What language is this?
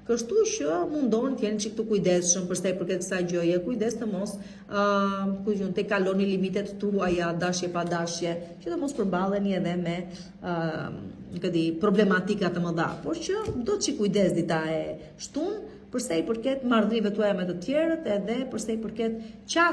Albanian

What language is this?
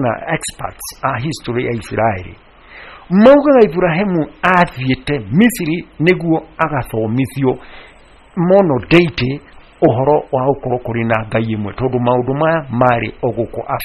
Kikuyu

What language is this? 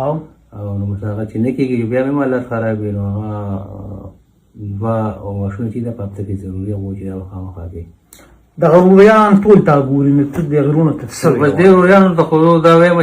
Pashto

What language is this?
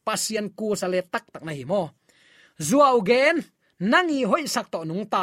Tedim Chin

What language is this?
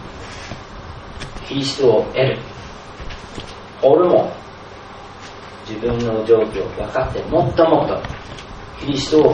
Japanese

